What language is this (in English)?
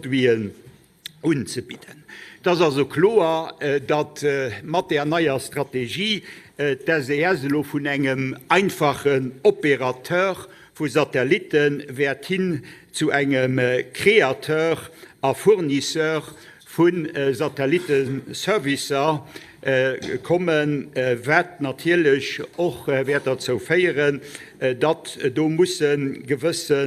Luxembourgish